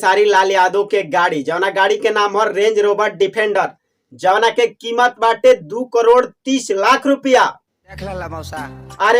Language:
Bhojpuri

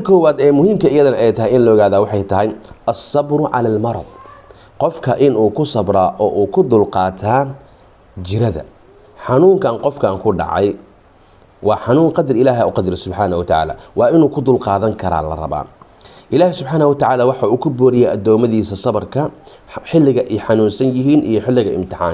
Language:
Somali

